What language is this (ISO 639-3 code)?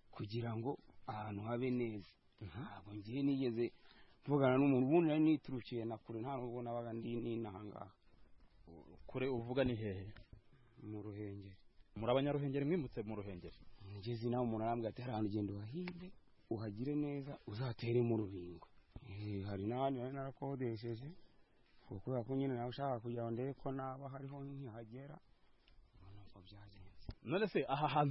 kin